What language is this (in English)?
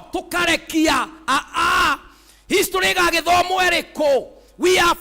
Kikuyu